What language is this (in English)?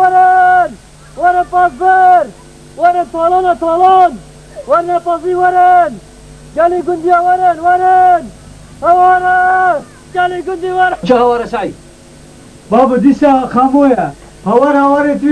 Kurdish